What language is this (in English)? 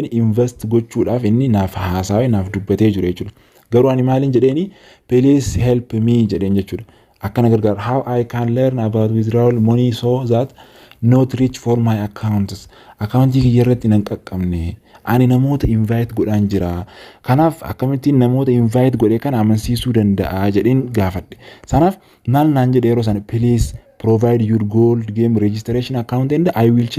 Oromo